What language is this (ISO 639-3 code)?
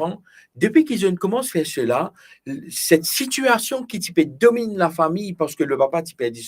mfe